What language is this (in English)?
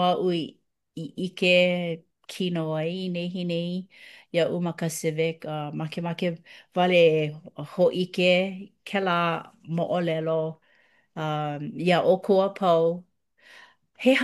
Hawaiian